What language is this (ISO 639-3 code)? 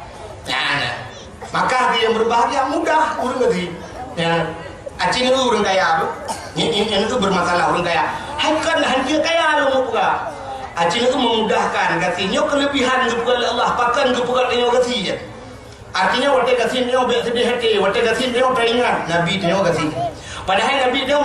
ace